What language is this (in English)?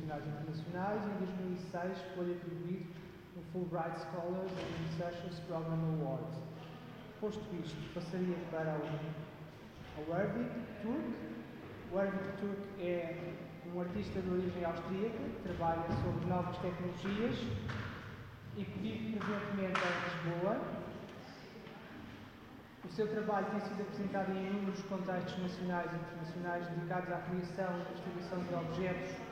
Portuguese